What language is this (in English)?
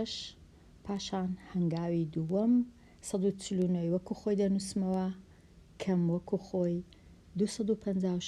Central Kurdish